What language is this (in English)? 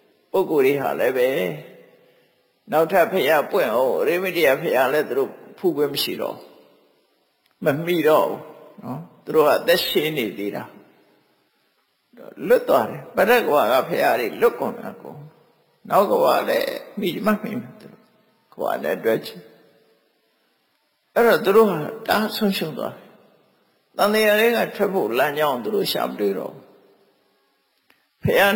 Burmese